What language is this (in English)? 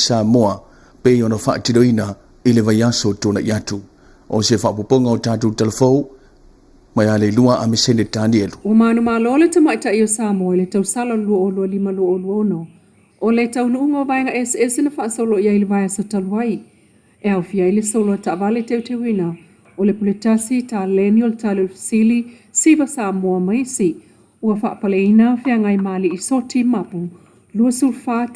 Samoan